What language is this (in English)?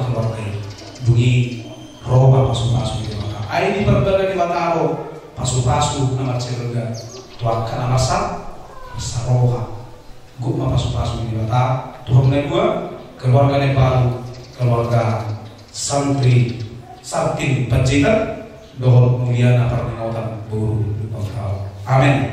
Batak Toba